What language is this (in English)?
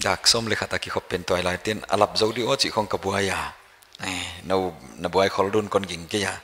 Paite Chin